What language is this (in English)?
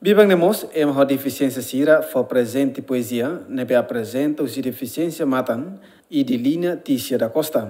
Tetum